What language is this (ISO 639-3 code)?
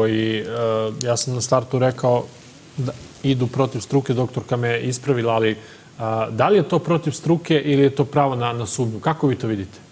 srp